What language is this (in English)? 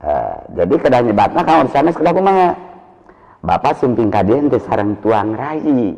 Sundanese